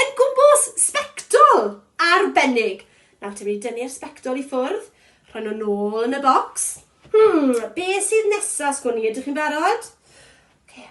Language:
Welsh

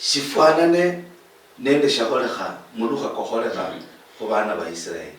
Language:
Luyia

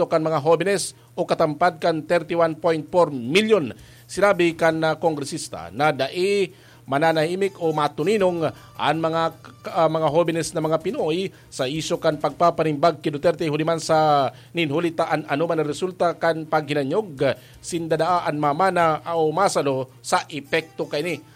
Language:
Bikol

